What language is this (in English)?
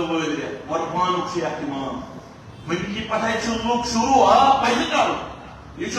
Kashmiri